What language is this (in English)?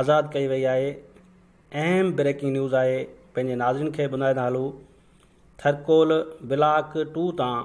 Sindhi